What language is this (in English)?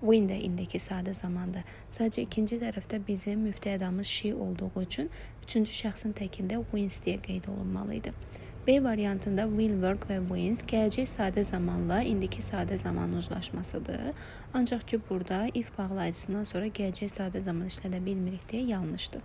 Azerbaijani